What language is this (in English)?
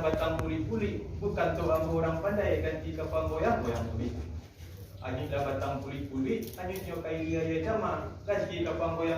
Minangkabau